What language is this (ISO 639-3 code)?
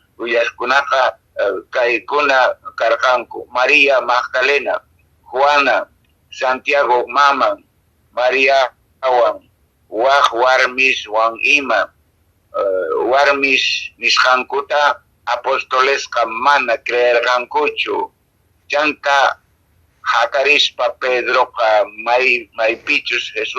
que